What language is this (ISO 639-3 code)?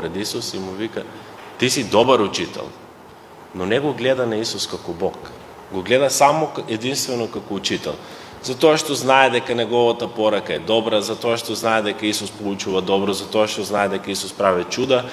mkd